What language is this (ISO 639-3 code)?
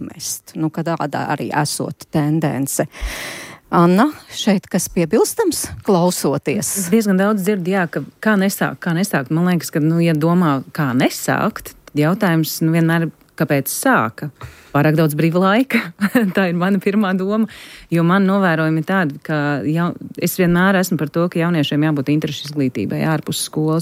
lav